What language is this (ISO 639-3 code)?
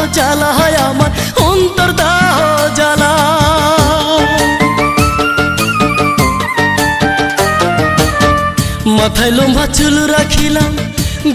ben